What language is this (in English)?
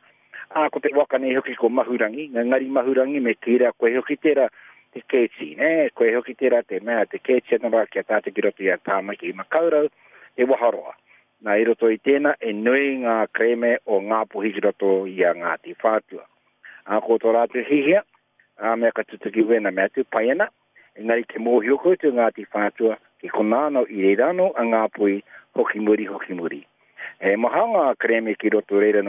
Māori